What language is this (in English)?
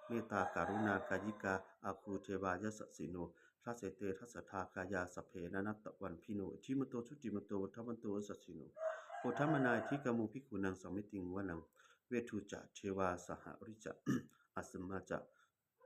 Pali